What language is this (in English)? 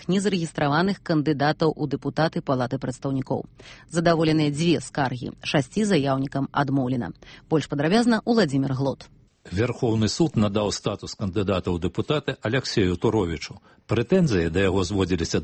Belarusian